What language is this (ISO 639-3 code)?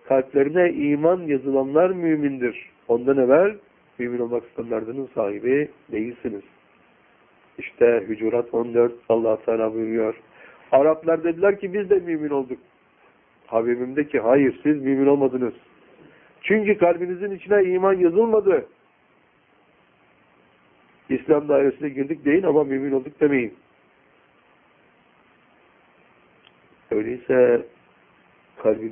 tur